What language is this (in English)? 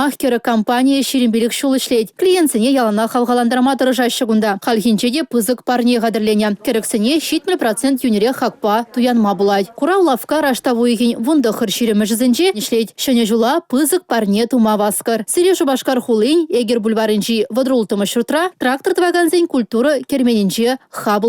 Chuvash